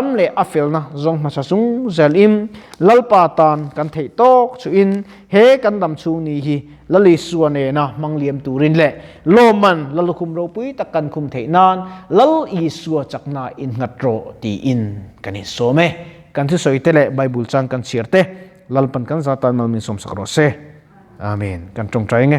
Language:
Mizo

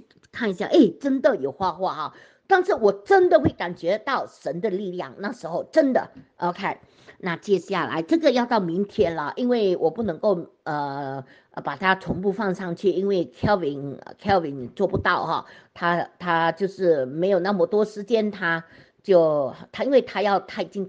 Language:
Chinese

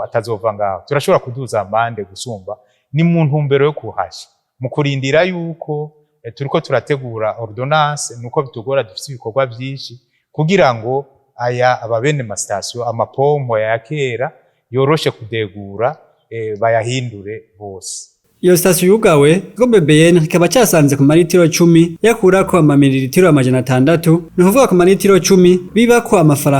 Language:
Rundi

